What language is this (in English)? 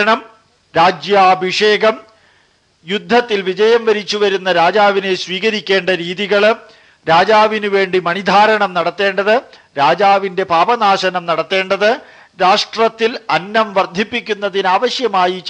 Malayalam